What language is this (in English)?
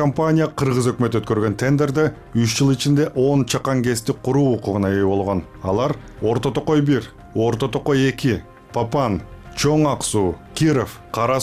Kyrgyz